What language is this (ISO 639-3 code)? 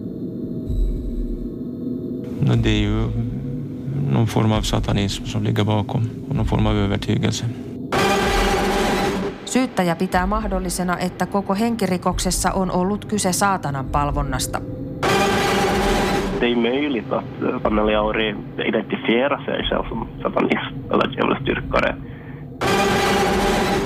swe